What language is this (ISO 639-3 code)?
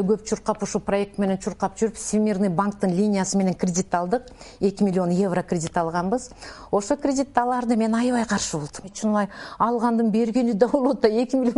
kir